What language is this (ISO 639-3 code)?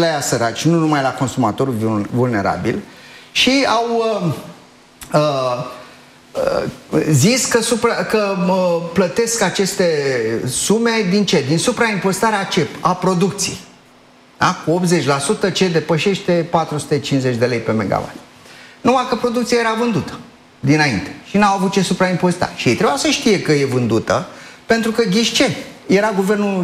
ron